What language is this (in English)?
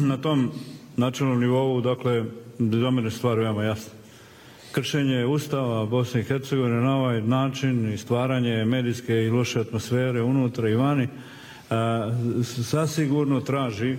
Bosnian